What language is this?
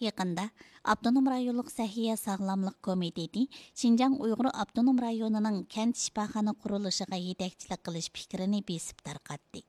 Uyghur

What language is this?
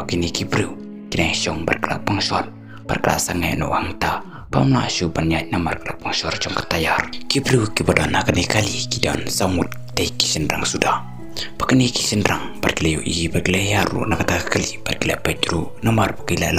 Khasi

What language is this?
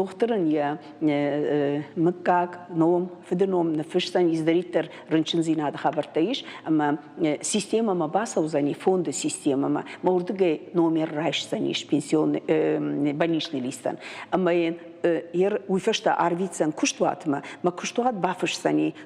Ossetic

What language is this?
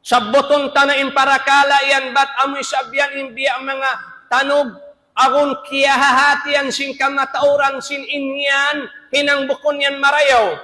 Tausug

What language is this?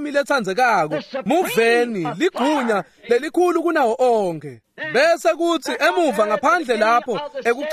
Swati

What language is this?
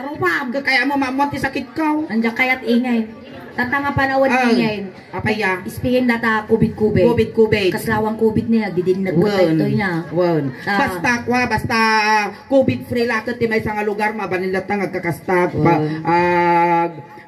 Iloko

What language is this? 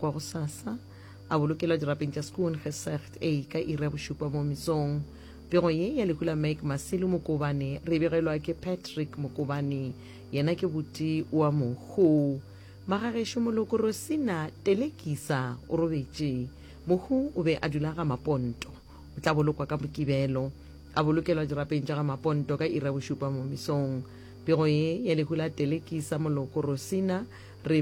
Northern Sotho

